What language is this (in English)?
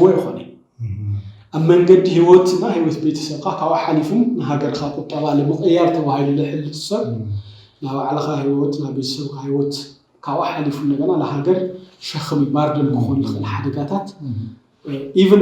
Tigrinya